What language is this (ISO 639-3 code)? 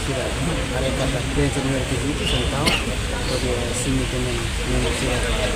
tet